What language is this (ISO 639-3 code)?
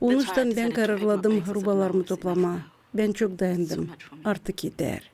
gag